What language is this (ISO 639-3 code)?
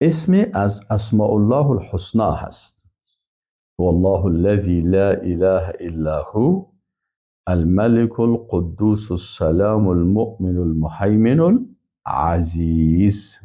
fas